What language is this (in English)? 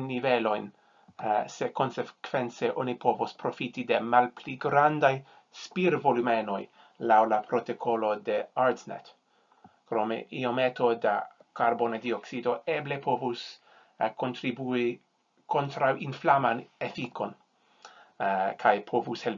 Esperanto